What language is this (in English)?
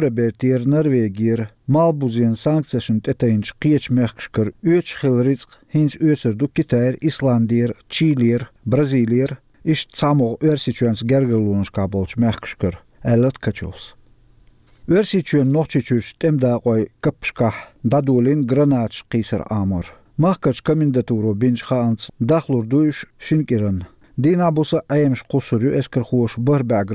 Chechen